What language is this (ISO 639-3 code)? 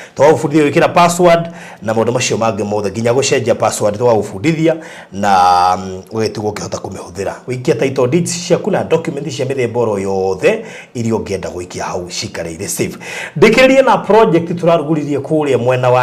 kik